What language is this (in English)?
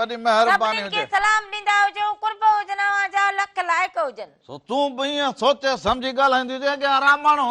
Sindhi